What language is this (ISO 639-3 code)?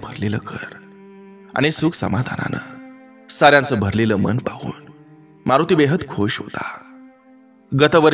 mar